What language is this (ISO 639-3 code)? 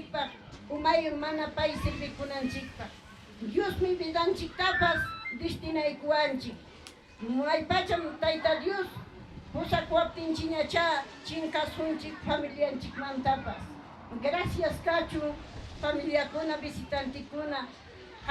quy